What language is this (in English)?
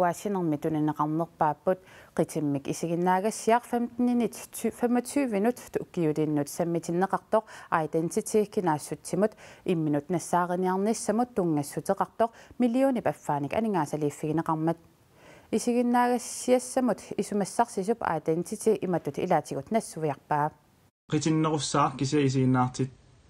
Kalaallisut